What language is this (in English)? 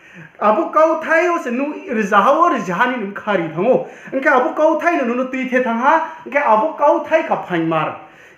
Riang (India)